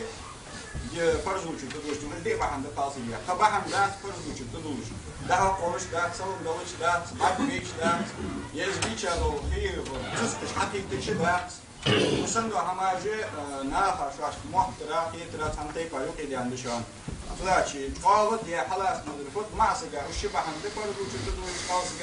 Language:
Ingush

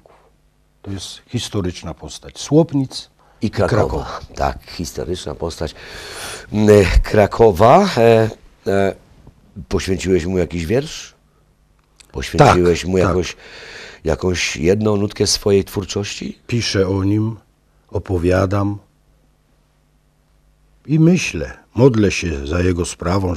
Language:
Polish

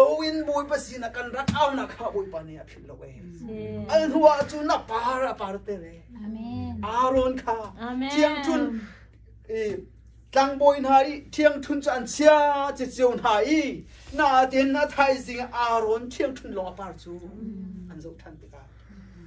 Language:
Hakha Chin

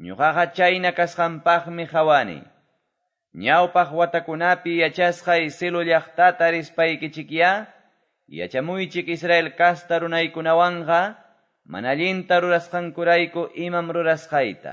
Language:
Quechua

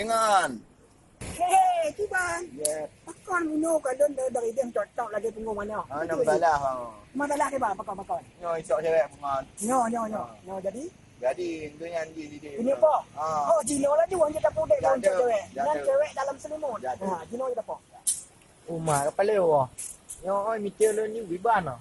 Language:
Achinese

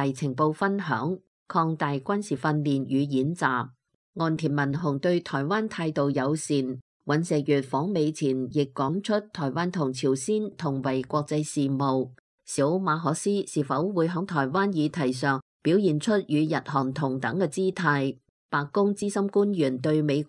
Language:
Cantonese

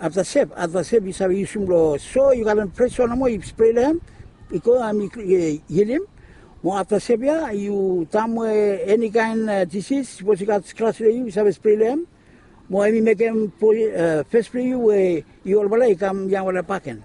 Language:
Bislama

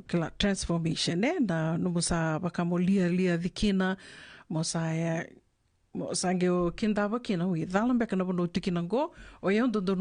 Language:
Fijian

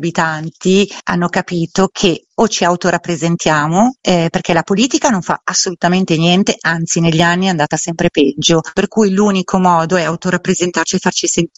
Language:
Italian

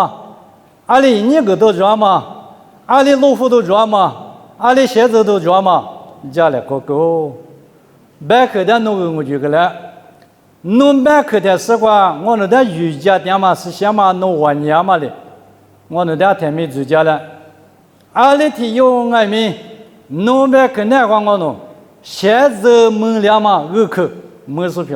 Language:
Lisu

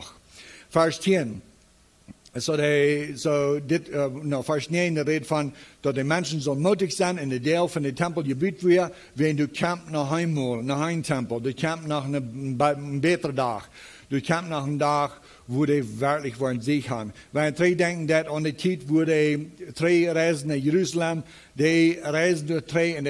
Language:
Plautdietsch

